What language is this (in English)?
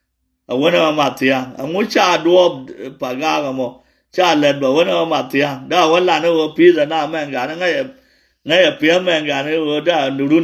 Nuer